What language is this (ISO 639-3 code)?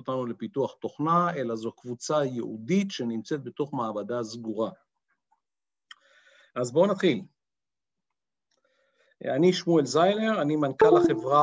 heb